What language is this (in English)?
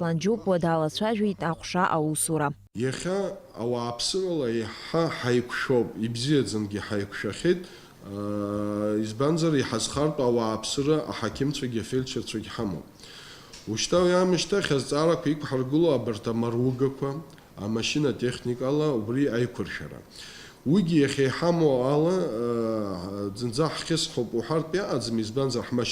Abkhazian